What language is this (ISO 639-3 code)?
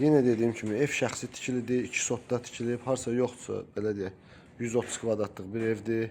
aze